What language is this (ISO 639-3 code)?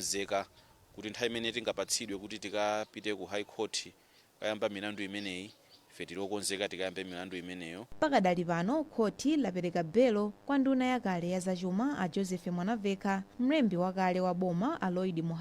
nya